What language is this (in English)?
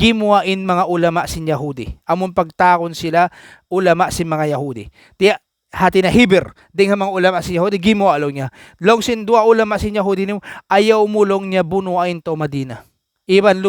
Tausug